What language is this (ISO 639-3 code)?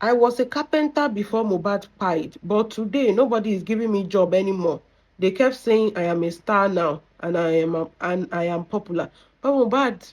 yor